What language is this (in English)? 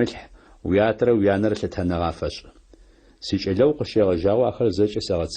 Adyghe